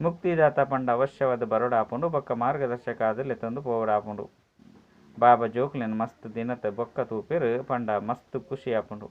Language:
Tulu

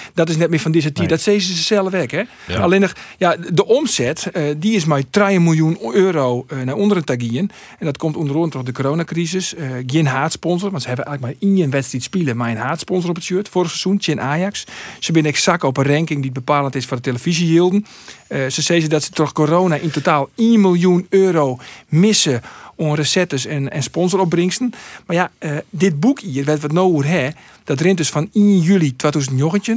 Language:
Western Frisian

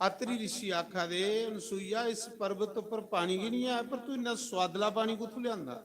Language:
Dogri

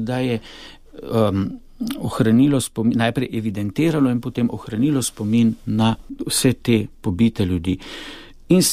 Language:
Slovenian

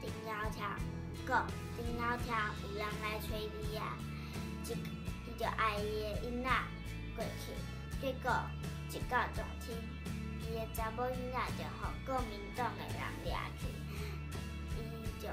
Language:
Min Nan Chinese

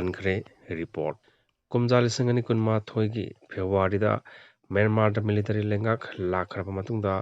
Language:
Manipuri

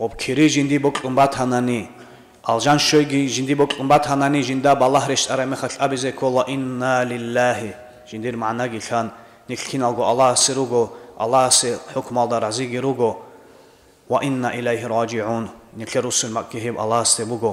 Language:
Avaric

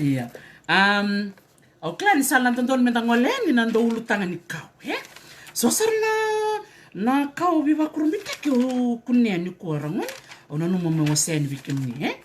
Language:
Fijian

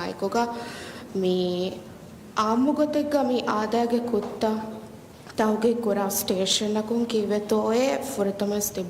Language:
Divehi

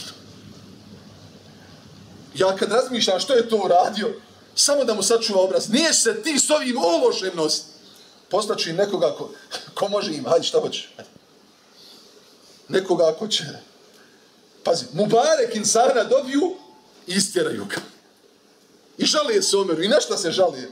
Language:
Bosnian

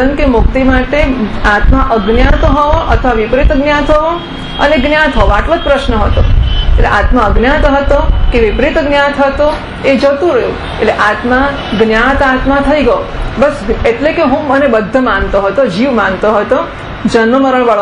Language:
Gujarati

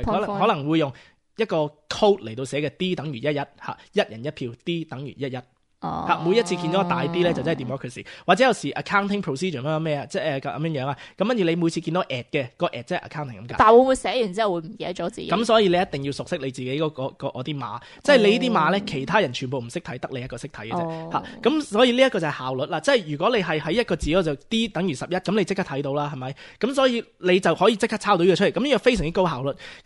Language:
Cantonese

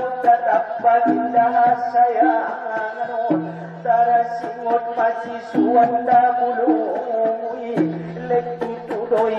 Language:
Batak Angkola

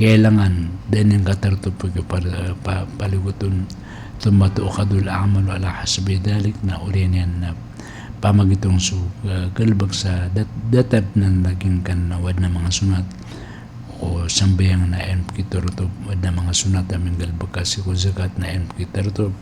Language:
Maranao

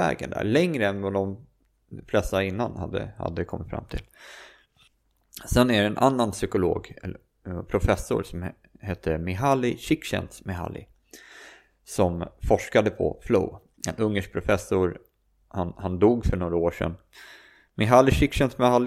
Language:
Swedish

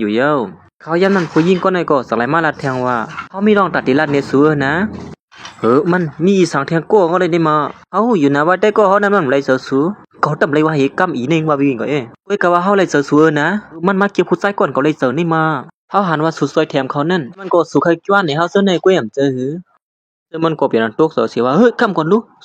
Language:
Shan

